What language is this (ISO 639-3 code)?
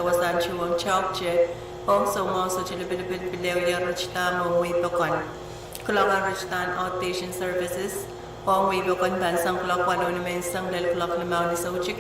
pon